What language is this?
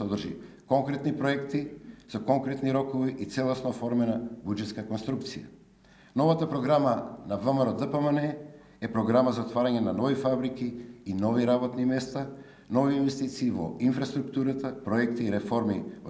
Macedonian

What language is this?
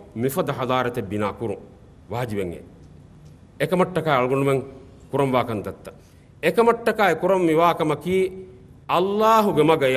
Divehi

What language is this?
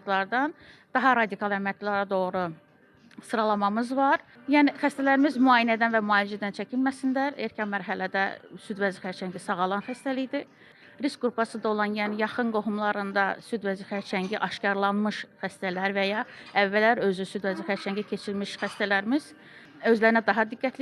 Azerbaijani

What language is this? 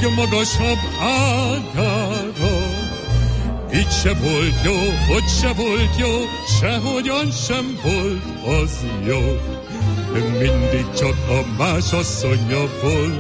Hungarian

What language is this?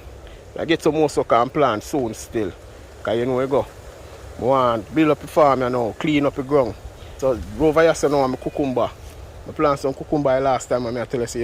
Jamaican Creole English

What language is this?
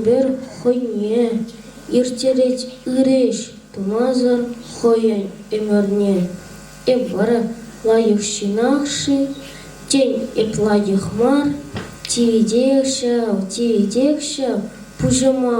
Chuvash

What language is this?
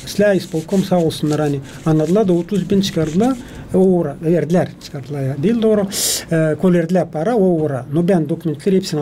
Gagauz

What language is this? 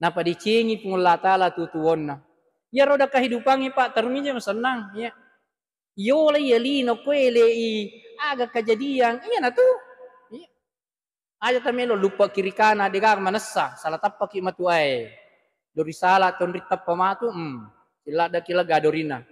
Buginese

